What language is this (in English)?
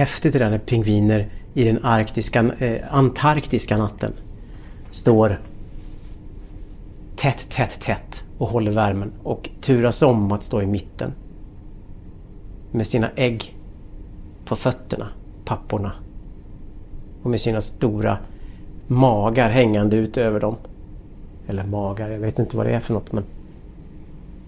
Swedish